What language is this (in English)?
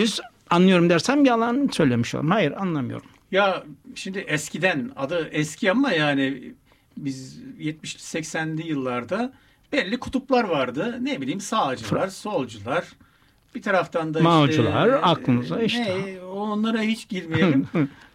Turkish